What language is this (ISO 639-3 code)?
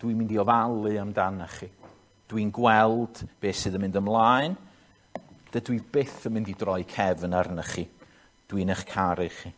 cym